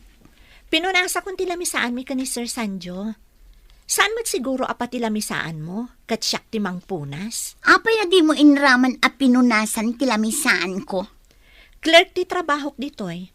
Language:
Iloko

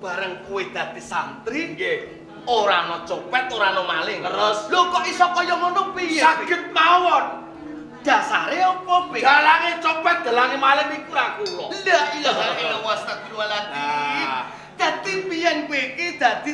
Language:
Javanese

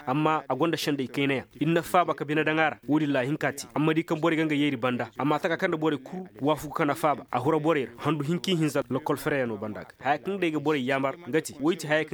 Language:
Koyraboro Senni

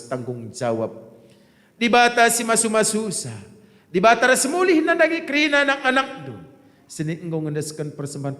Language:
Batak Karo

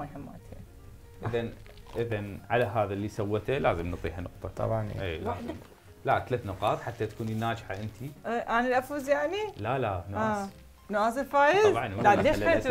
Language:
Mesopotamian Arabic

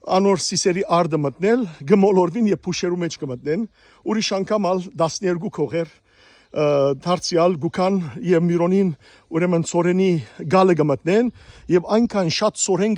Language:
Western Armenian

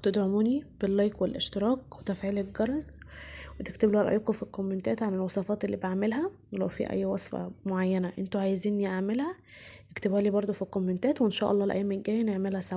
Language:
Egyptian Arabic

